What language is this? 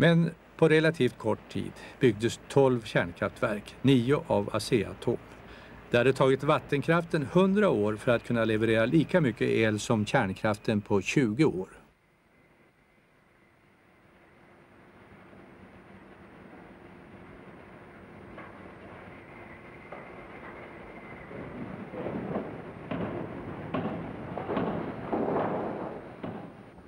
Swedish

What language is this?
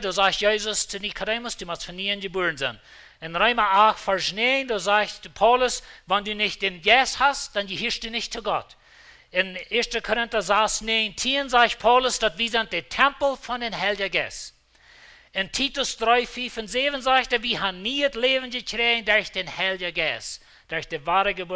Plautdietsch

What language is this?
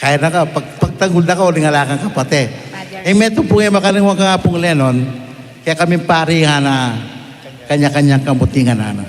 Pampanga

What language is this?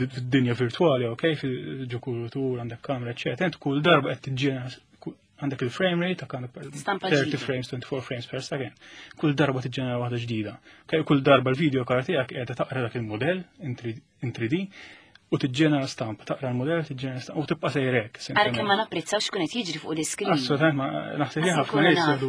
Maltese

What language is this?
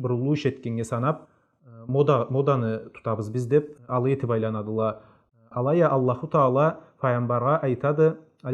Karachay-Balkar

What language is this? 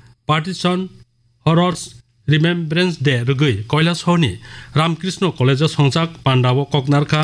Kok Borok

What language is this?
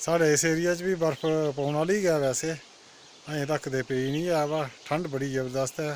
Dogri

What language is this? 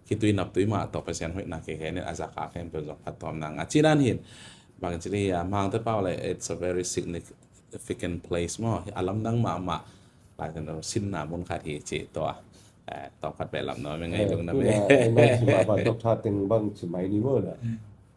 Tedim Chin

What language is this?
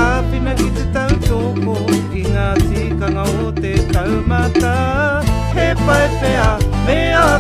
Māori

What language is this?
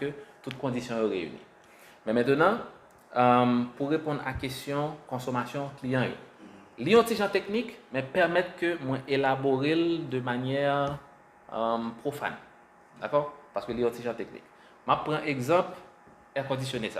Haitian Creole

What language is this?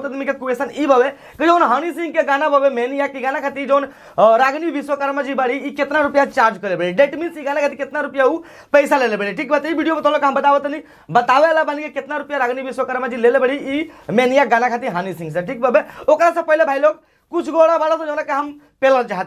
Bhojpuri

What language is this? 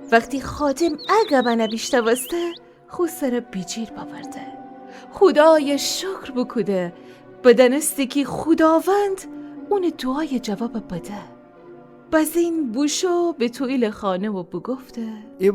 Gilaki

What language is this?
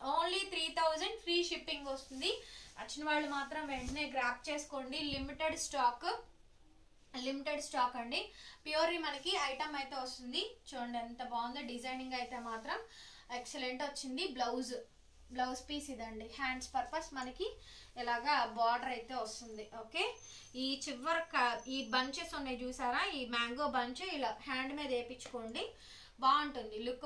Telugu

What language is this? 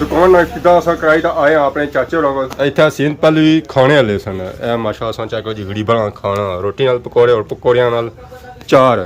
Pahari-Potwari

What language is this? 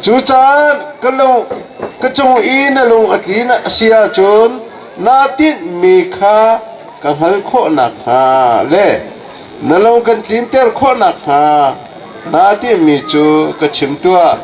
Hakha Chin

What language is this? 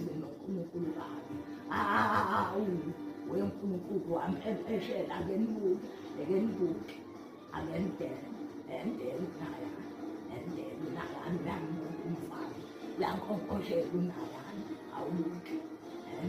Zulu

